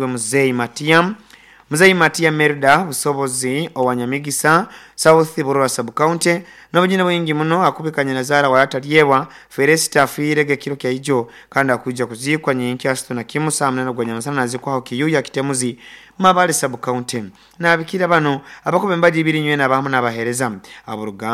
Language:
Nyoro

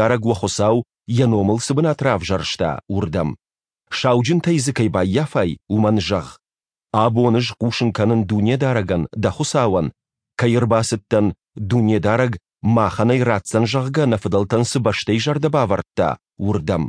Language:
Ossetic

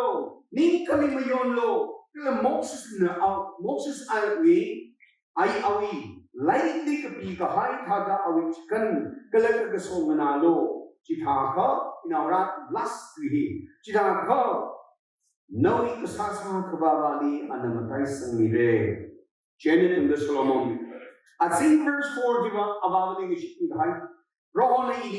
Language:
Tangkhul Naga (India)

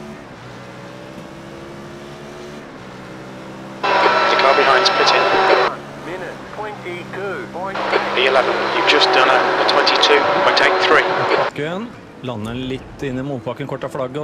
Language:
Norwegian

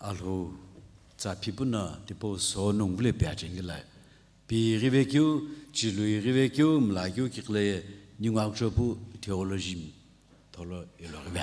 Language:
Sumi Naga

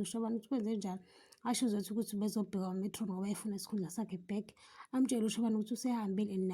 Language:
Zulu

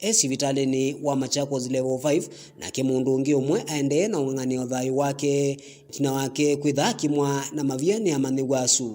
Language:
Kamba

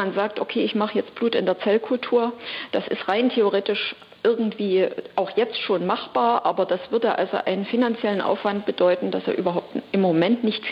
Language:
German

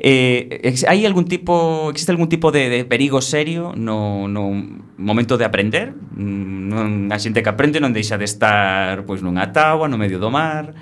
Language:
Galician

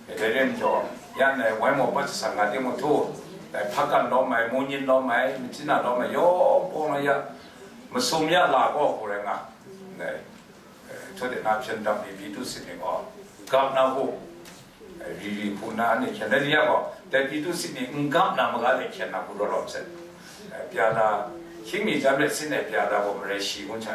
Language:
Kachin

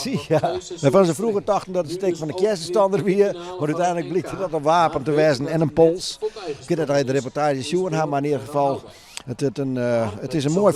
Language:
Western Frisian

